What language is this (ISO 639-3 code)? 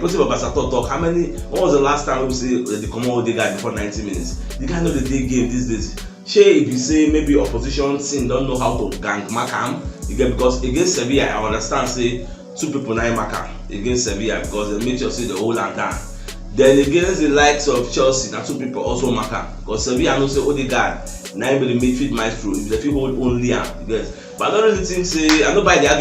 pcm